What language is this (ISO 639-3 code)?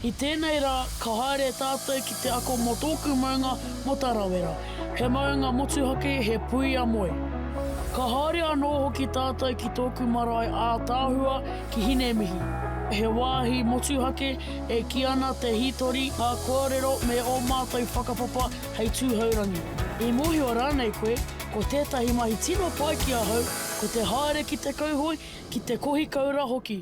mri